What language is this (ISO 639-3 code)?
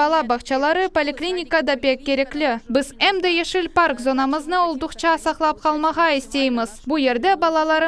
crh